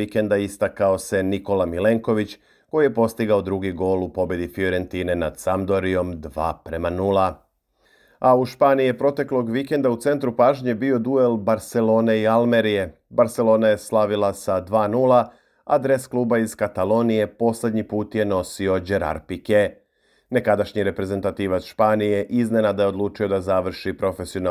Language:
Serbian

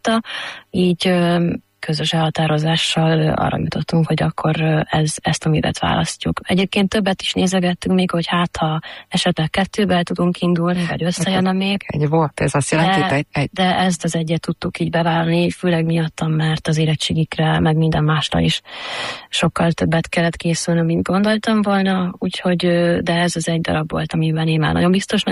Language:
Hungarian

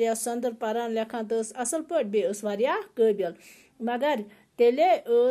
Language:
Kashmiri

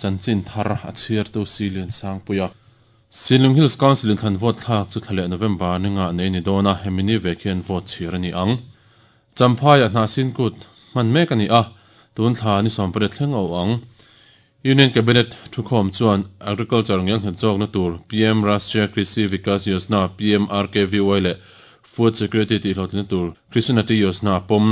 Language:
Mizo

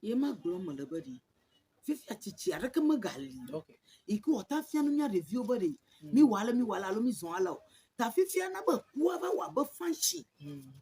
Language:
Ewe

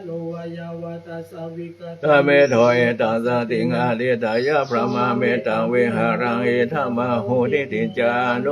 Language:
Pali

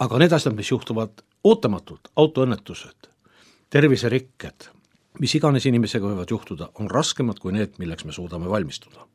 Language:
Estonian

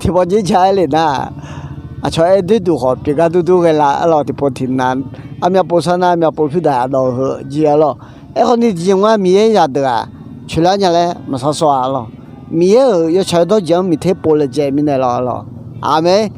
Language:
Akha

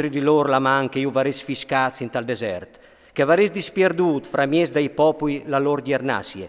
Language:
Friulian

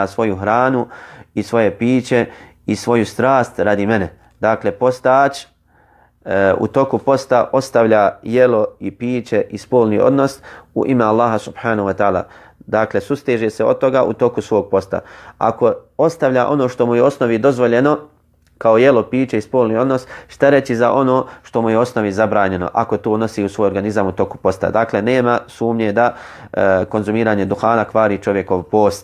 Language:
Bosnian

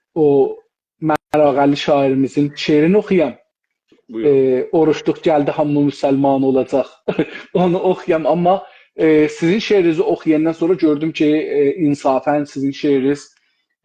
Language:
South Azerbaijani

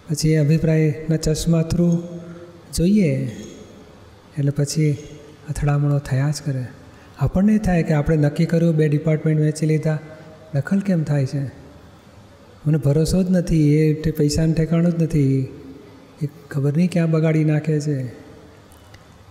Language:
Gujarati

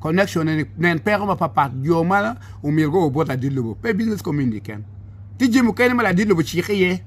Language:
Acoli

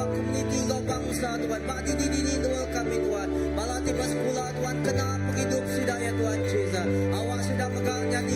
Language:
Iban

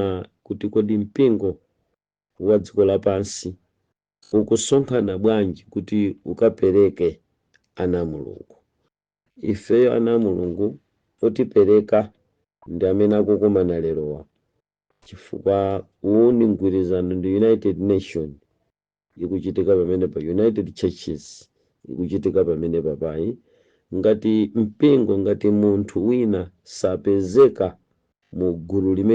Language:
Nyanja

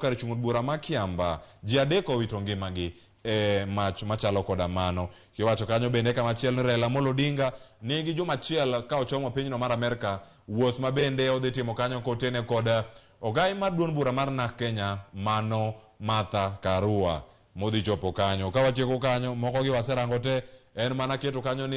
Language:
Luo (Kenya and Tanzania)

